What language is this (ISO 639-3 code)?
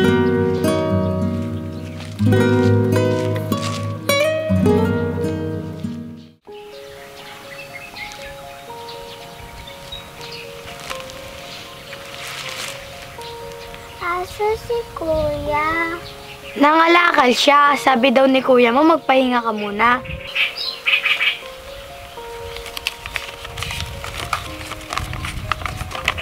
fil